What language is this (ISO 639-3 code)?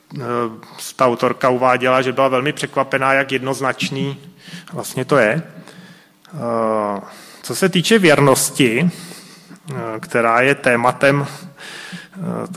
ces